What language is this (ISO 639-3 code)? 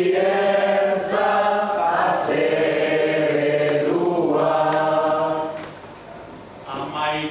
eus